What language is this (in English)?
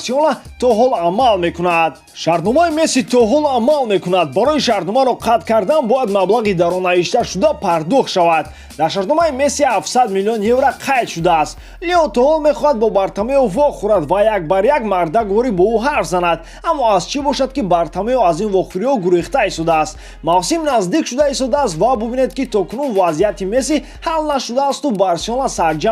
Tajik